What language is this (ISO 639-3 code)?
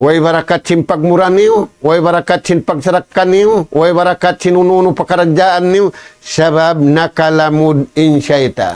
tsg